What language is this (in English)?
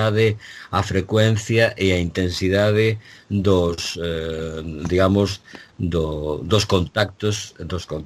Galician